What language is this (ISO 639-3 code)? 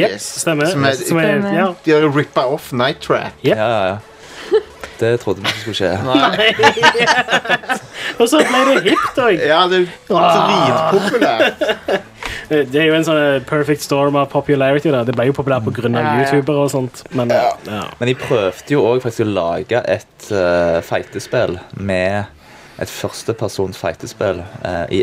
nor